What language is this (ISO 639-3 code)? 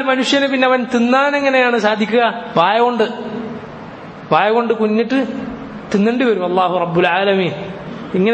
mal